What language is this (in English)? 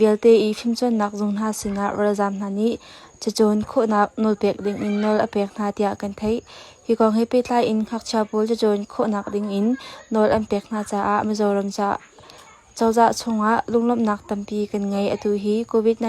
Hakha Chin